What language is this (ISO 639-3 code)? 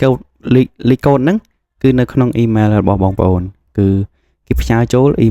khm